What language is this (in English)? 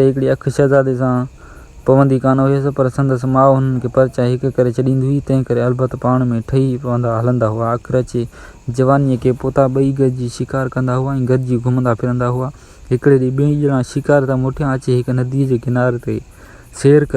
Sindhi